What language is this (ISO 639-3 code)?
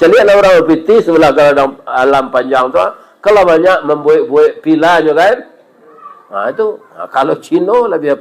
min